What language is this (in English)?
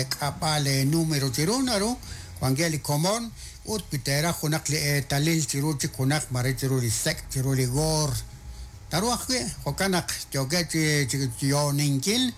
Kekchí